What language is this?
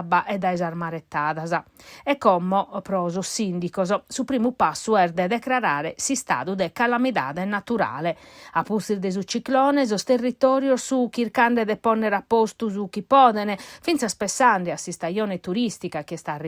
Sardinian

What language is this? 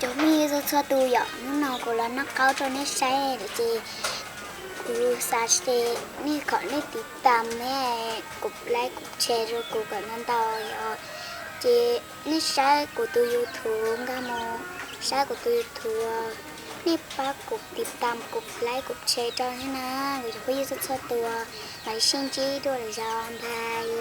Hmong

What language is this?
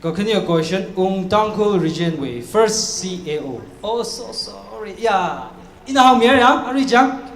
Tangkhul Naga (India)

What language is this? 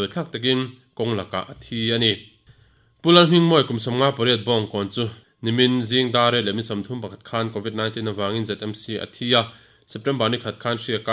Mizo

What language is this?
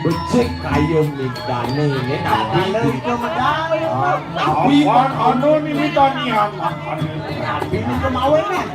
Balinese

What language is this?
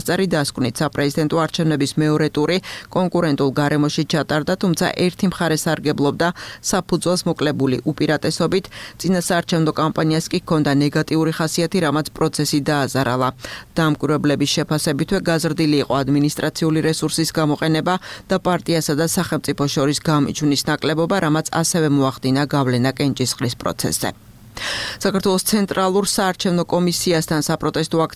Georgian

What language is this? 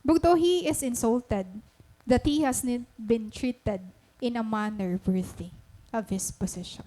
Waray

